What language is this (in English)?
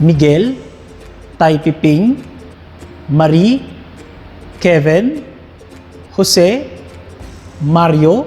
Kinaray-a